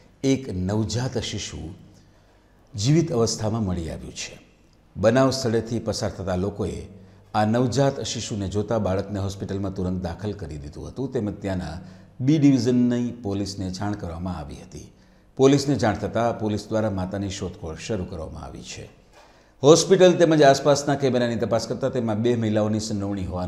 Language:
Gujarati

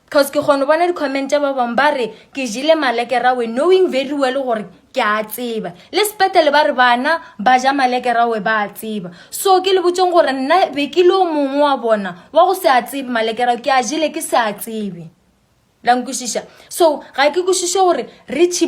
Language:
Northern Sotho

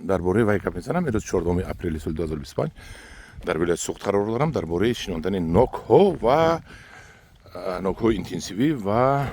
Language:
Tajik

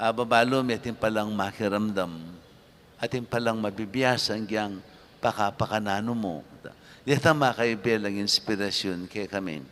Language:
Pampanga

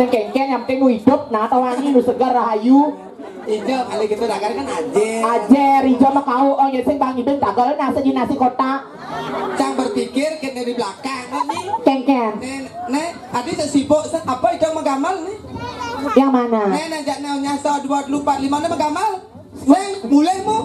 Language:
Balinese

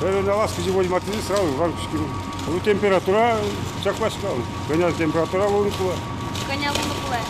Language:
Udmurt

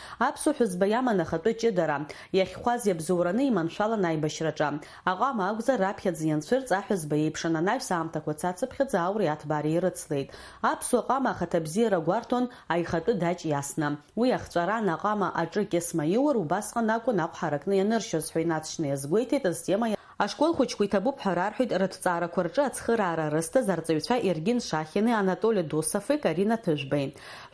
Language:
Abkhazian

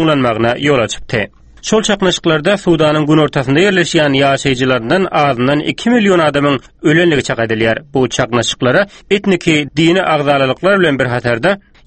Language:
Turkmen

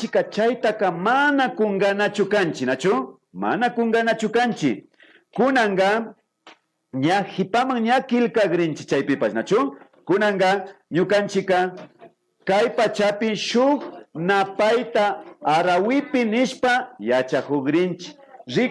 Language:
Imbabura Highland Quichua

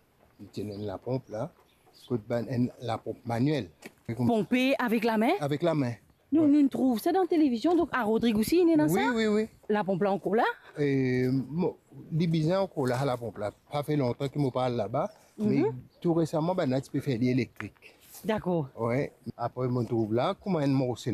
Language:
Morisyen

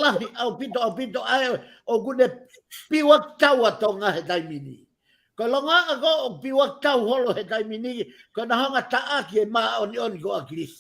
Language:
Tongan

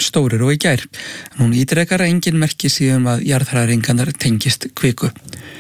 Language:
Icelandic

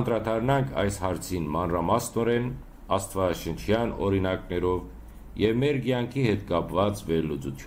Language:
Western Armenian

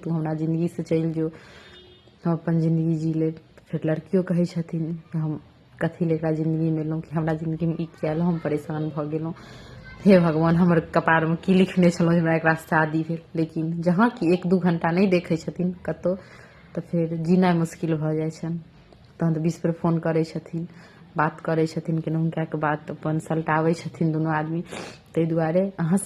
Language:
Maithili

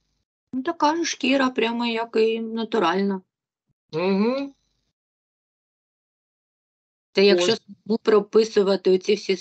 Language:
Ukrainian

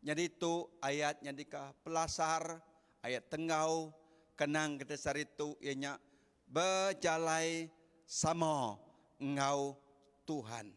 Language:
Iban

